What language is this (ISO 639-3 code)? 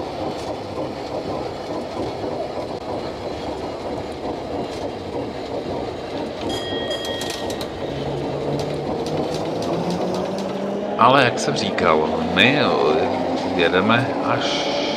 ces